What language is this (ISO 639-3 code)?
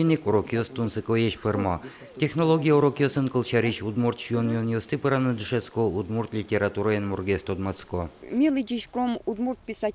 udm